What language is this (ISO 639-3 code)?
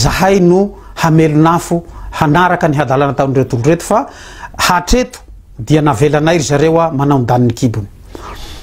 mlg